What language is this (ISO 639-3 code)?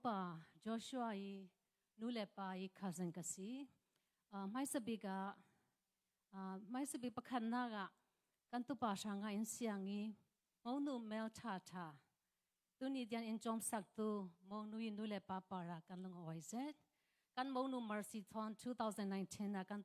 cfm